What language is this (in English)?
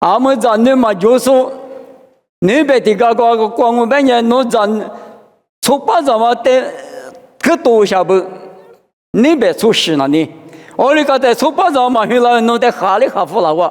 Lisu